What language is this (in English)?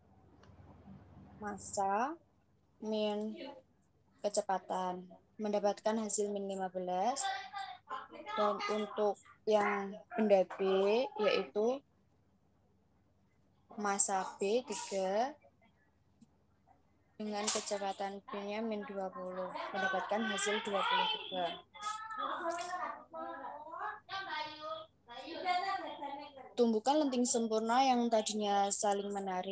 Indonesian